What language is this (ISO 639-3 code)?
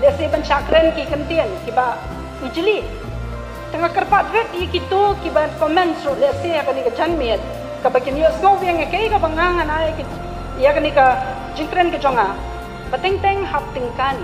kha